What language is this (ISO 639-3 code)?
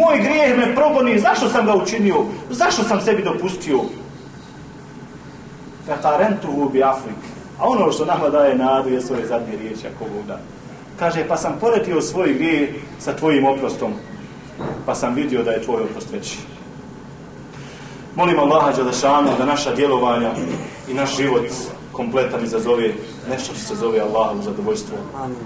bos